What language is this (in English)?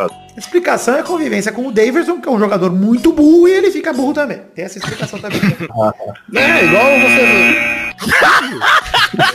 Portuguese